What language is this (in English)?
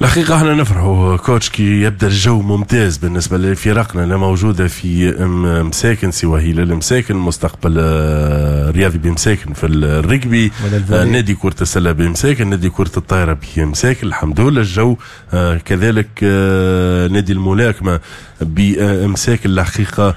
Tunisian Arabic